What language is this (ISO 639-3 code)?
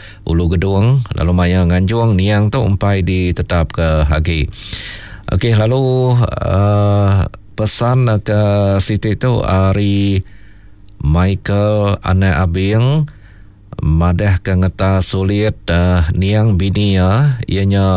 iba